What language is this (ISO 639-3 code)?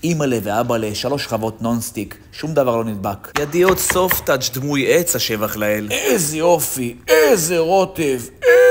heb